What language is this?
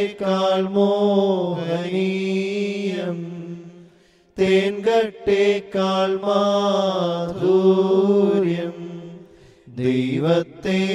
Malayalam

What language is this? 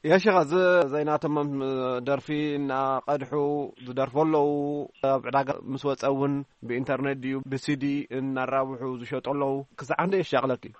Tigrinya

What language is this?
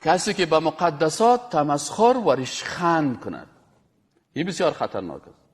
Persian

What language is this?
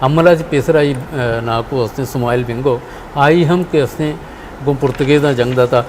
Eastern Balochi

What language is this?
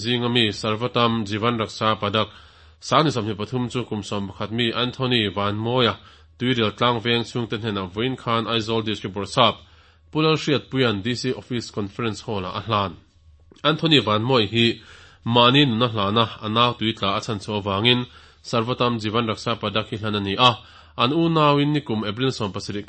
Mizo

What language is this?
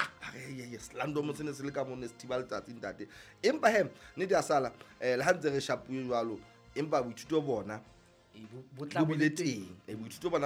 Southern Sotho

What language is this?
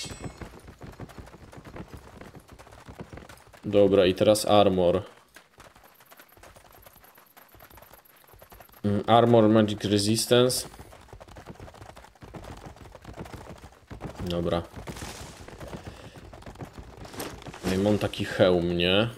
Polish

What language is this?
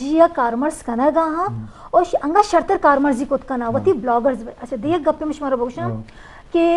Eastern Balochi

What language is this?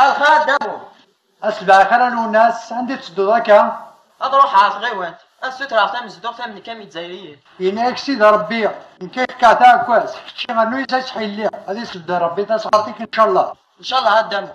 Kabyle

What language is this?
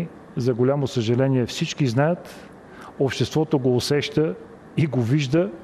Bulgarian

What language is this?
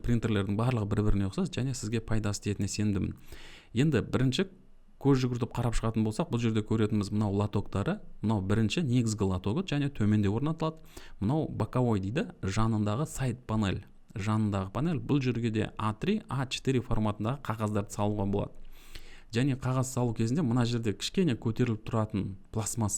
Kazakh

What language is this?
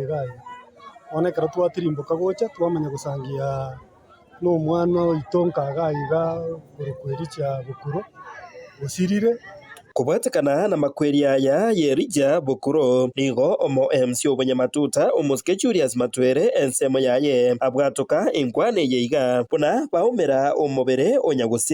Gusii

